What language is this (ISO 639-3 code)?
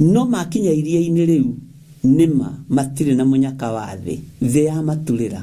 kik